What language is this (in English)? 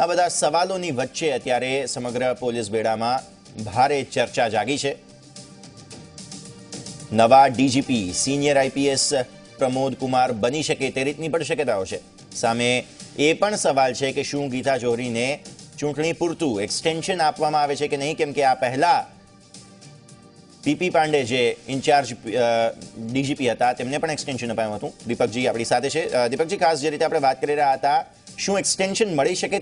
Gujarati